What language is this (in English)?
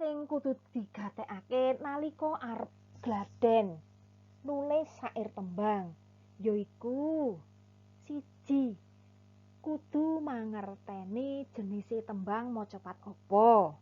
Javanese